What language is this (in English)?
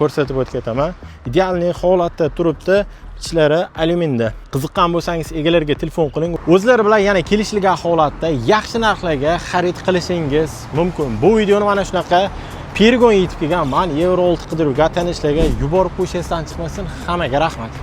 Uzbek